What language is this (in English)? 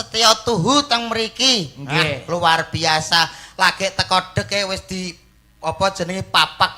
Javanese